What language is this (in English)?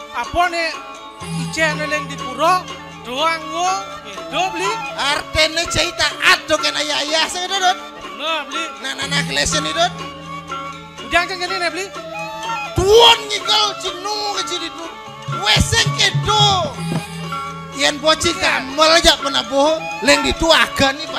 Balinese